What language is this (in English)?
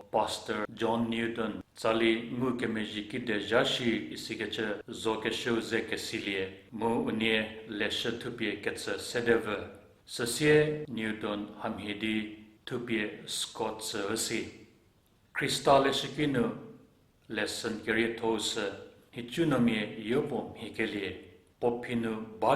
Angami Naga